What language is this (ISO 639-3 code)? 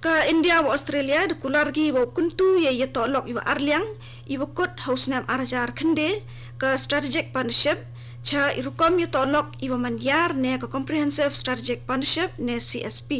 kha